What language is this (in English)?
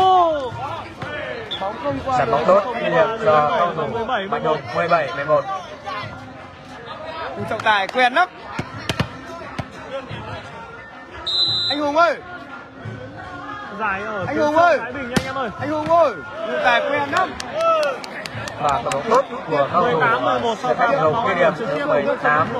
Vietnamese